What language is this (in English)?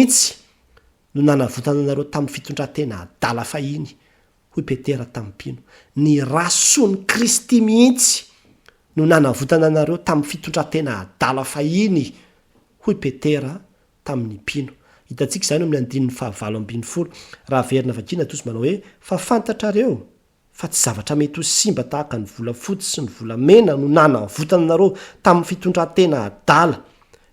Malagasy